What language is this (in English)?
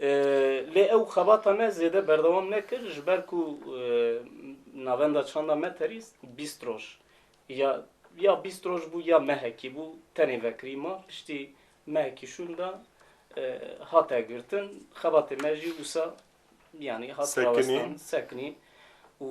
Kurdish